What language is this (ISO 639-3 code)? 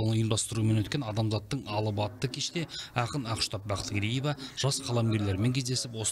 kaz